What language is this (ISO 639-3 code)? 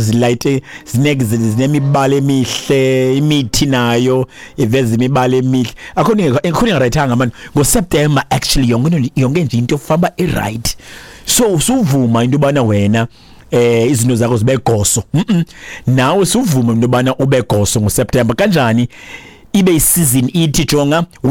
xho